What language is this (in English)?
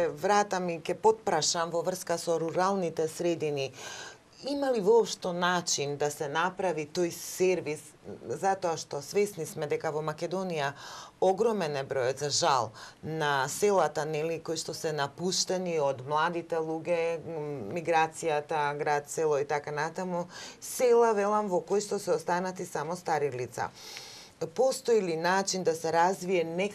Macedonian